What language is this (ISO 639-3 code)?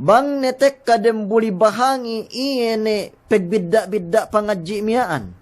yka